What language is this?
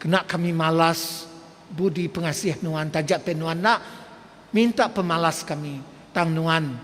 Iban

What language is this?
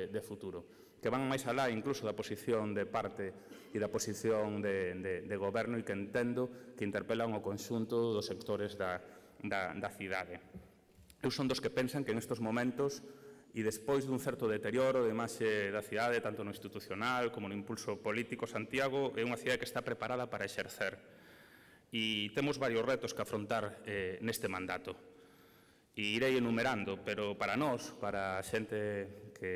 Galician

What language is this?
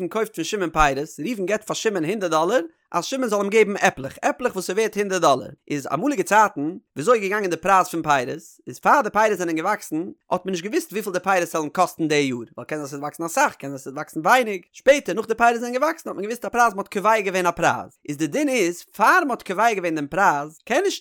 Yiddish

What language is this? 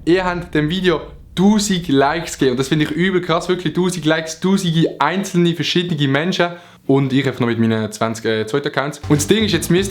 Swiss German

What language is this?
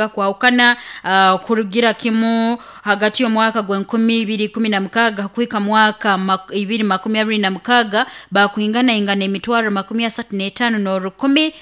Nyoro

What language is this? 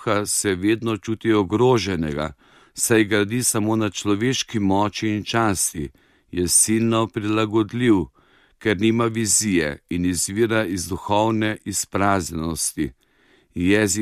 Slovenian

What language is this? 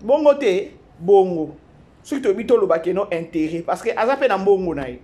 Lingala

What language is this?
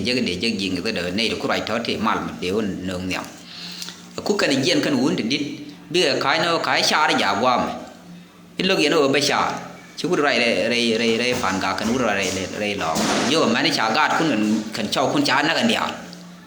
Nuer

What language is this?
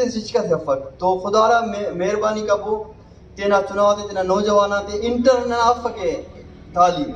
Brahui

